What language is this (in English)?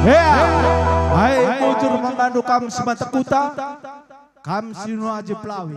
Batak Karo